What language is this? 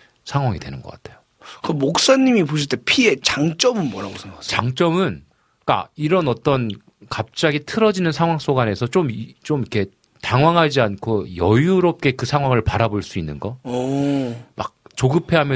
Korean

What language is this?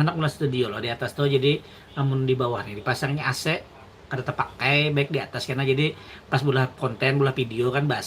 Banjar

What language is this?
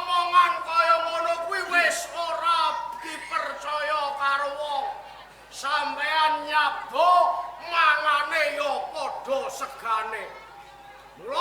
Javanese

